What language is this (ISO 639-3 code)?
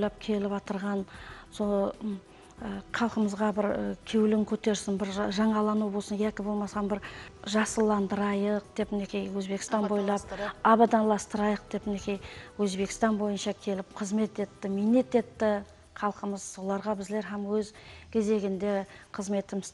kaa